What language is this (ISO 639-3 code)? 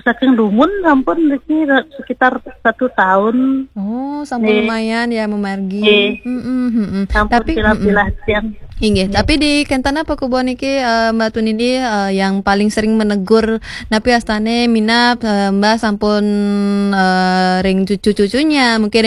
ban